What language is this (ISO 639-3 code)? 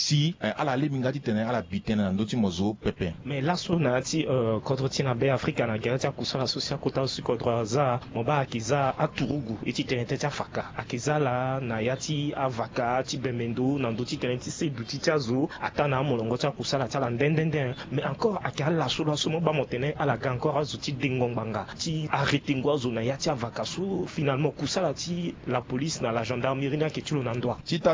sag